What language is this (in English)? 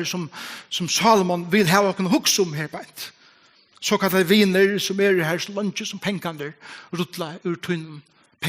Faroese